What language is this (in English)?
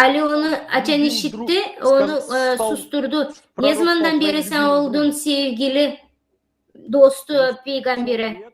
Gagauz